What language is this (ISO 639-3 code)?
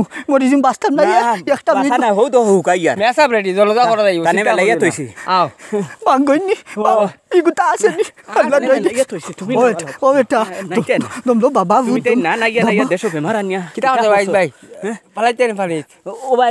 syl